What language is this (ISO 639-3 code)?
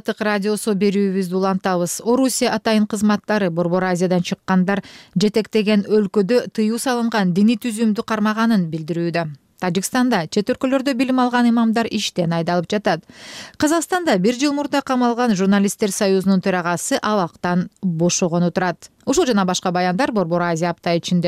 kir